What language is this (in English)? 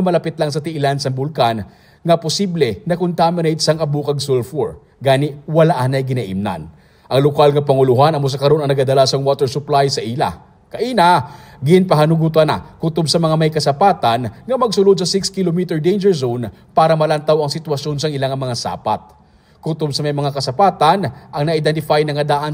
Hiligaynon